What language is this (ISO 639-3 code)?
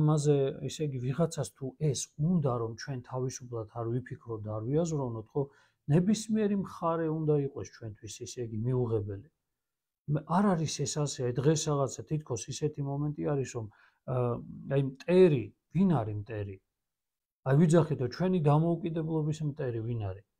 kat